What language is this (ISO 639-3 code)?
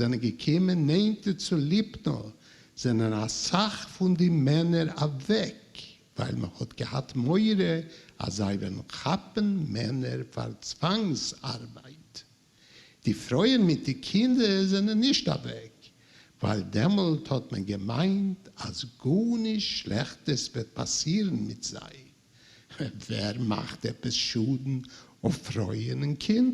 yid